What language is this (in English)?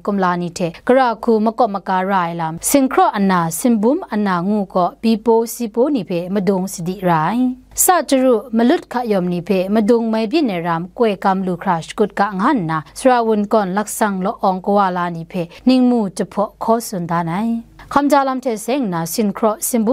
Kachin